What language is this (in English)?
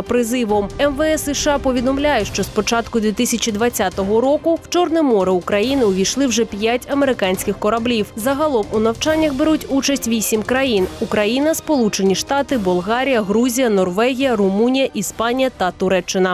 Ukrainian